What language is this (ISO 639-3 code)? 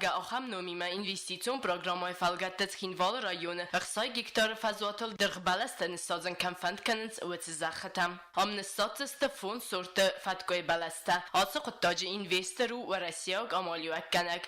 oss